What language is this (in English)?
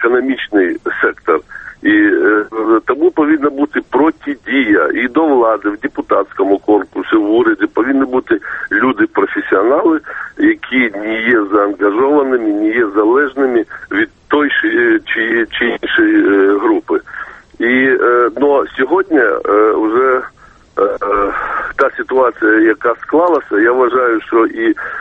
Ukrainian